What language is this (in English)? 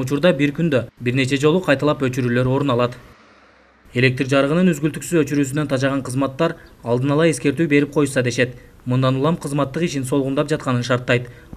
Kyrgyz